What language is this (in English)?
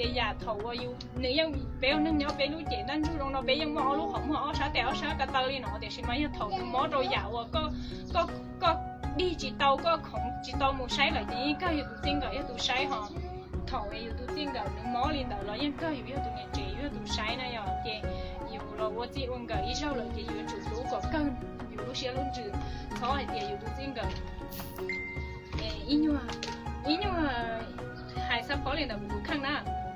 Vietnamese